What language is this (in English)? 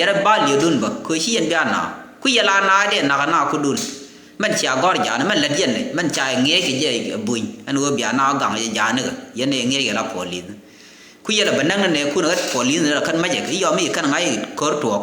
Nuer